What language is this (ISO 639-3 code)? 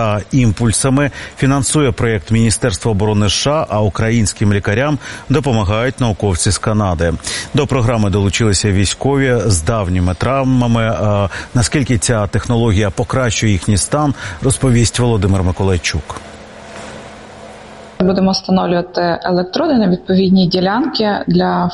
ukr